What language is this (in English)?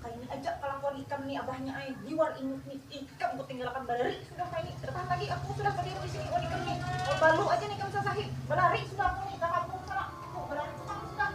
Banjar